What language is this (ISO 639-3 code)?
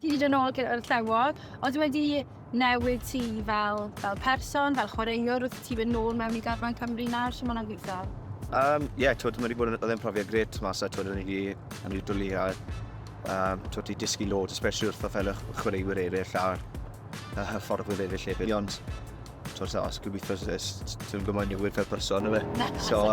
cym